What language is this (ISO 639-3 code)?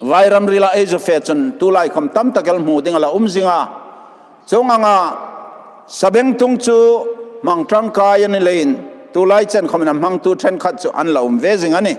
hmr